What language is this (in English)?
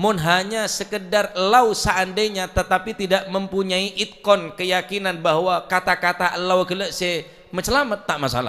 Madurese